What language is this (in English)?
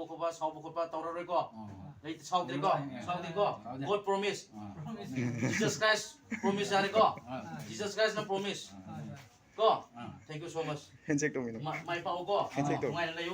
Manipuri